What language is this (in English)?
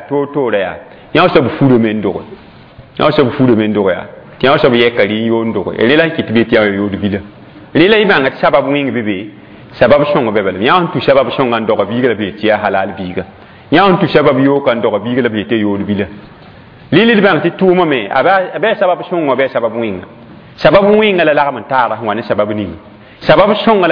Mossi